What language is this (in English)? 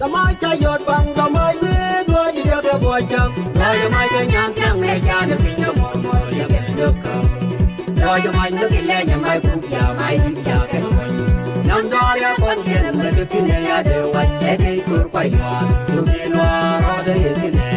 Nuer